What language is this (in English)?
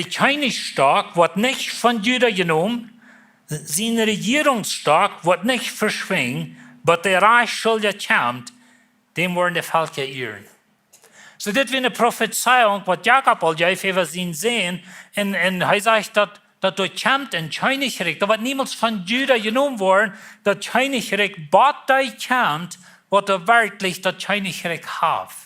Plautdietsch